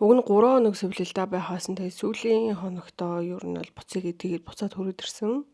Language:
Mongolian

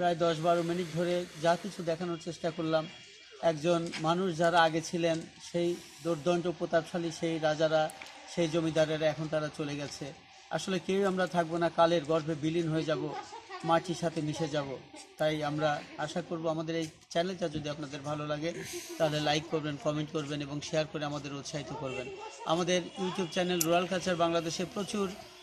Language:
Bangla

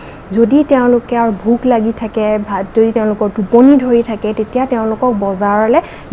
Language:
Assamese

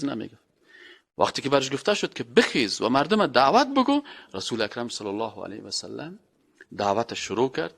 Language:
Persian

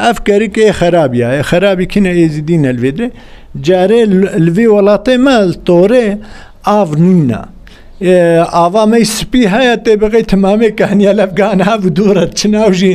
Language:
Kurdish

